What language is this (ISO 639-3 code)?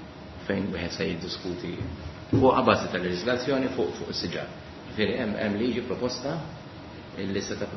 mlt